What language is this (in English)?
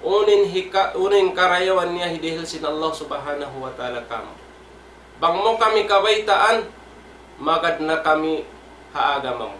Tausug